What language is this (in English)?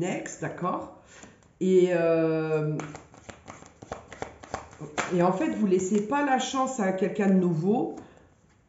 French